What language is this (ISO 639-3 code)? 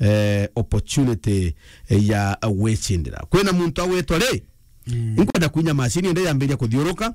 mer